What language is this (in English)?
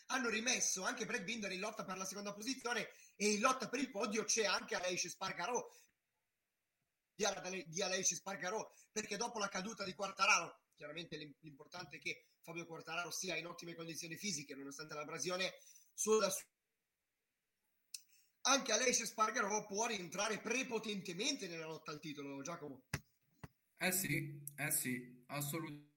Italian